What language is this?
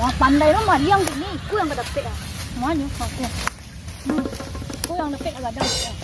Minangkabau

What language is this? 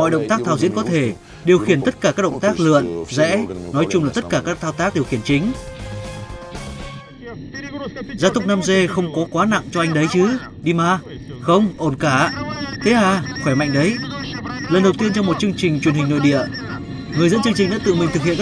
Vietnamese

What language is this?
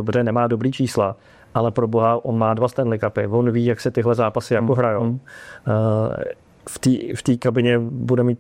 Czech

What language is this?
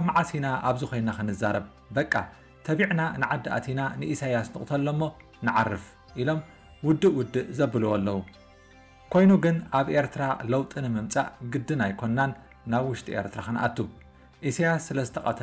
Tigrinya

